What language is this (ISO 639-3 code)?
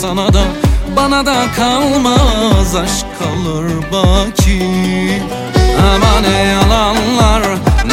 tur